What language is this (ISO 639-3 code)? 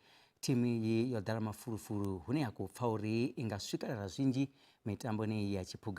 ven